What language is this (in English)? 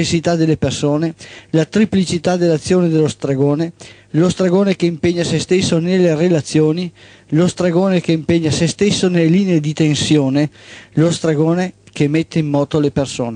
Italian